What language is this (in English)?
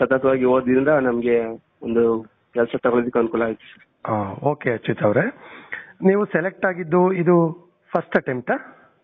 Kannada